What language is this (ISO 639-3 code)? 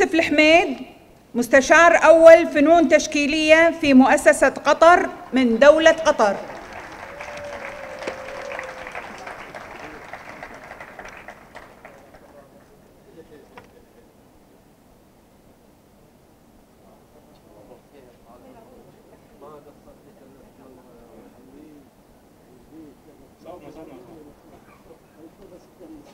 ara